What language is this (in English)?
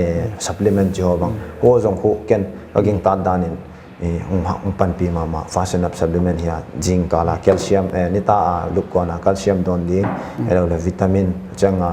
Paite Chin